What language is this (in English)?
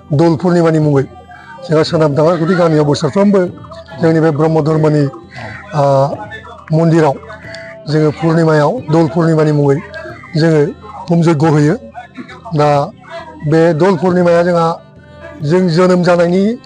Bodo